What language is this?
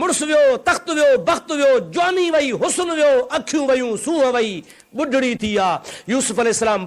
Sindhi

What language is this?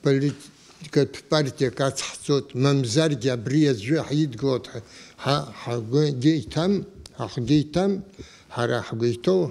Abkhazian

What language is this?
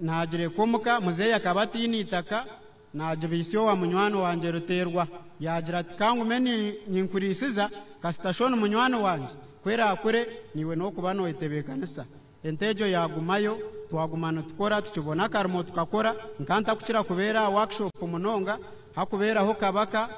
Nyankole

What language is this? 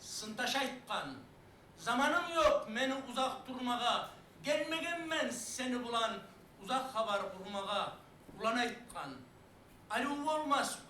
Kumyk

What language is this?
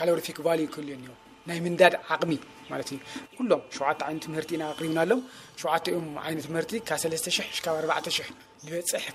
Tigrinya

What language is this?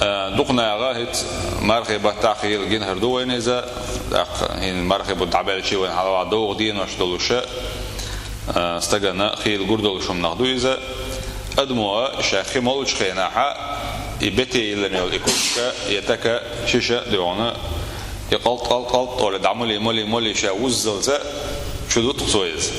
Chechen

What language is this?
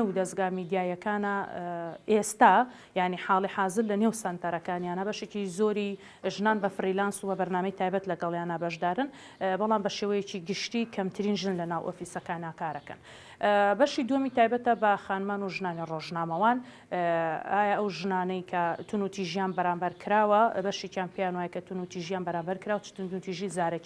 Central Kurdish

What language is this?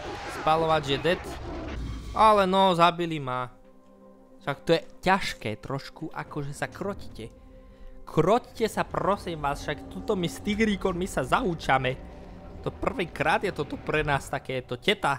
Slovak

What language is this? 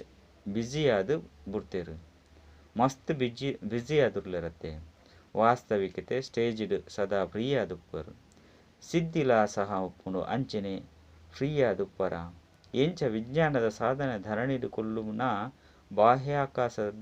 Tulu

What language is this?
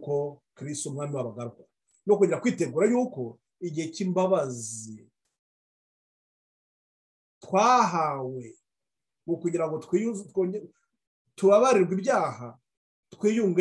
Kinyarwanda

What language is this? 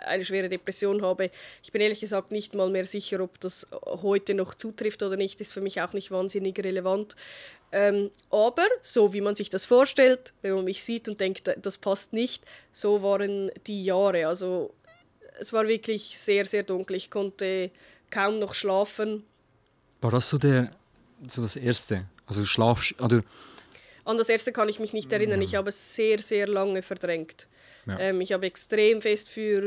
Swiss German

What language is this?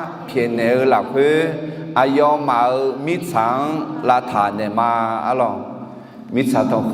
Akha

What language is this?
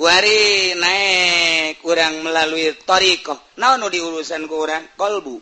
Sundanese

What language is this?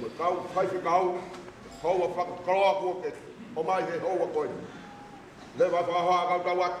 Tongan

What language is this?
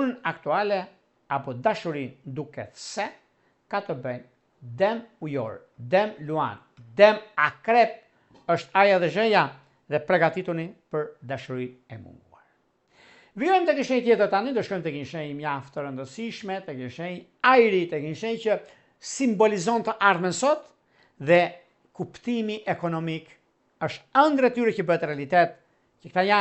Albanian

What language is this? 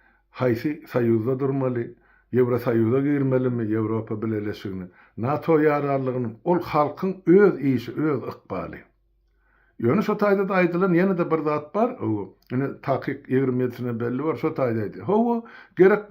Turkmen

